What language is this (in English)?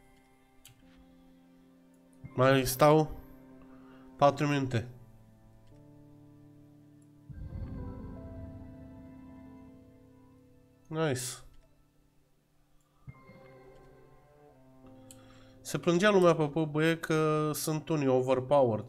Romanian